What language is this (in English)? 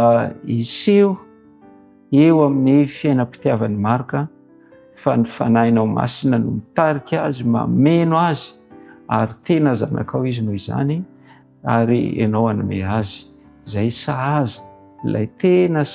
Malagasy